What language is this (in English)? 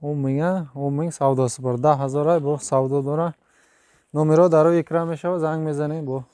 Tajik